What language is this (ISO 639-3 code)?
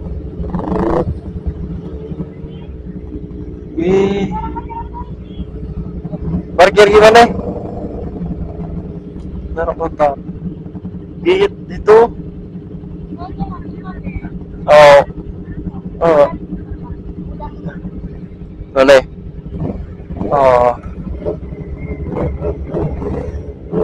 ind